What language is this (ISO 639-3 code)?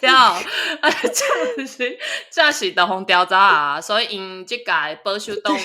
nan